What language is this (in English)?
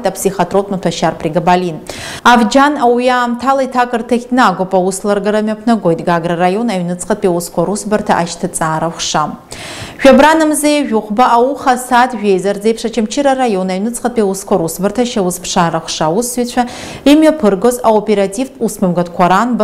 Abkhazian